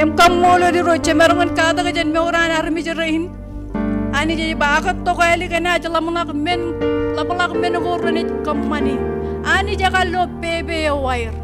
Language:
Marshallese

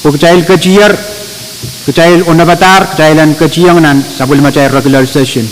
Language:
Pohnpeian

